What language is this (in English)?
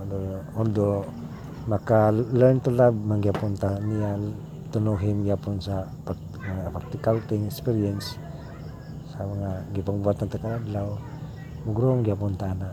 Cebuano